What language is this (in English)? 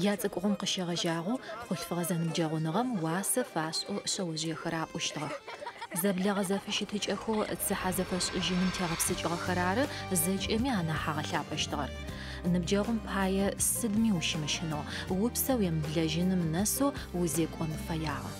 Adyghe